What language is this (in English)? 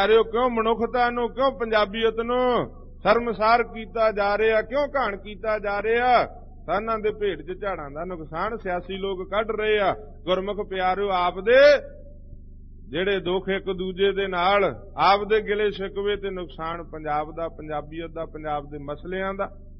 Punjabi